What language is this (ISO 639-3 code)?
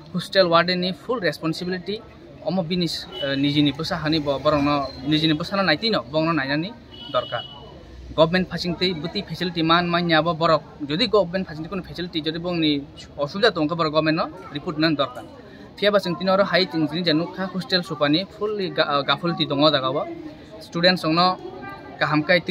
trp